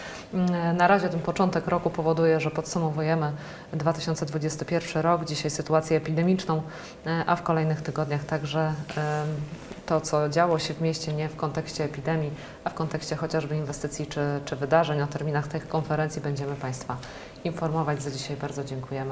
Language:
Polish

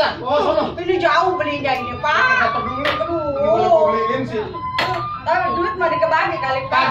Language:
Betawi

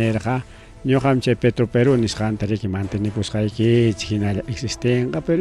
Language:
Ayacucho Quechua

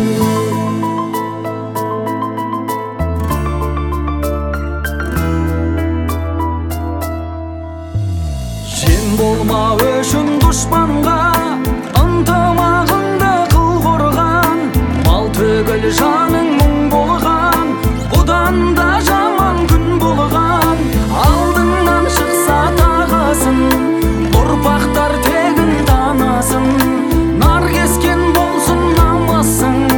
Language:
Kazakh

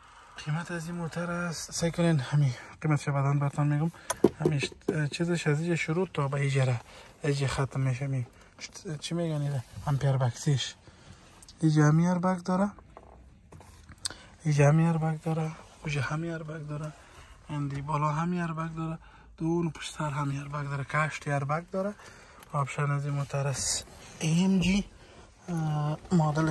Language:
Persian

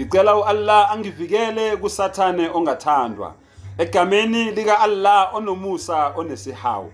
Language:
Zulu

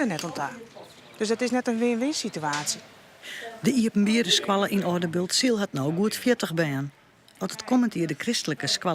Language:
Western Frisian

